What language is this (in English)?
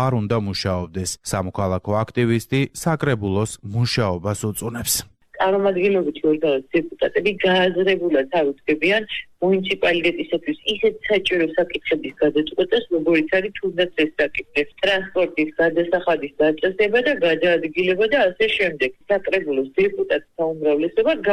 Georgian